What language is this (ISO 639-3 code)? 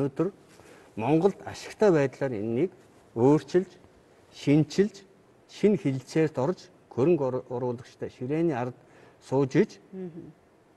mon